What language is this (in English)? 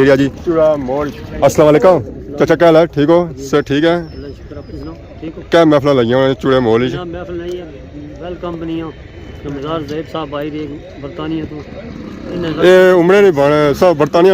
Pahari-Potwari